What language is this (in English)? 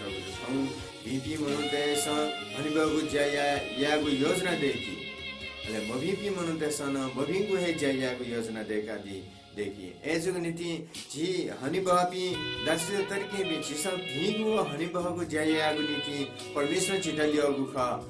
Newari